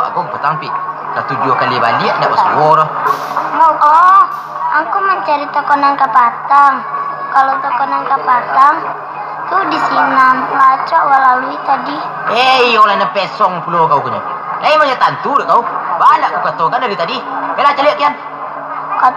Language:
Minangkabau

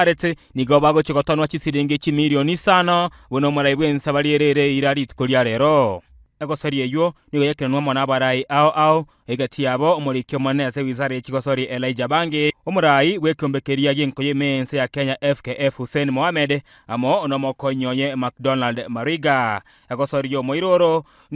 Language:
Gusii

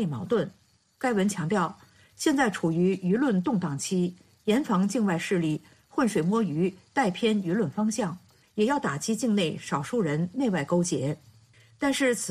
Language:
Chinese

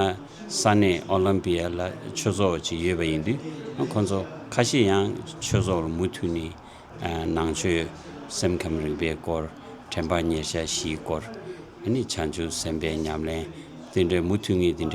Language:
Tibetan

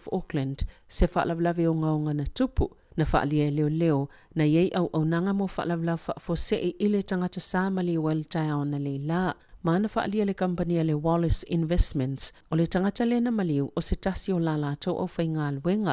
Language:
Samoan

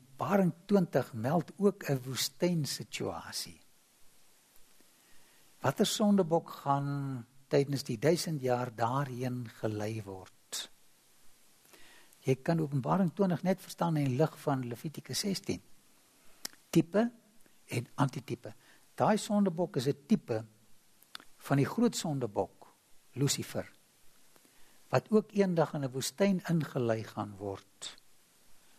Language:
Afrikaans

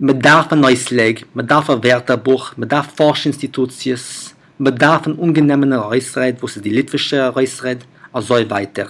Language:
Yiddish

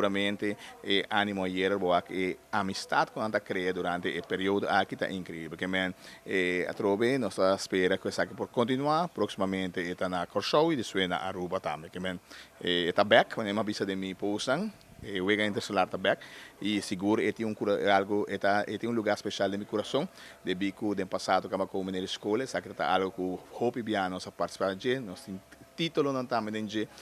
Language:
Papiamento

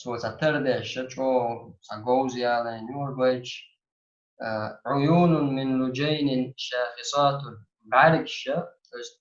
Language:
Chechen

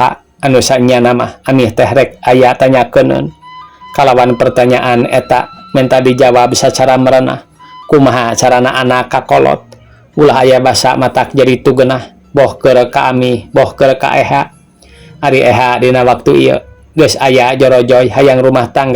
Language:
Sundanese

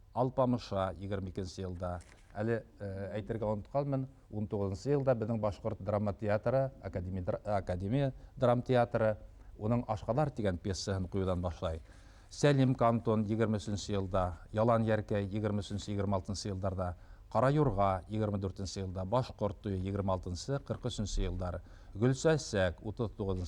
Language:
Bashkir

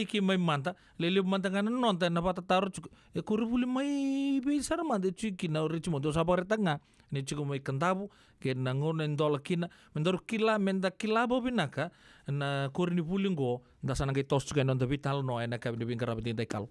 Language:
Fijian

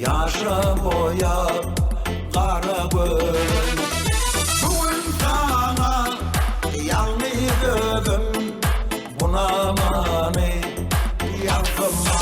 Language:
Turkmen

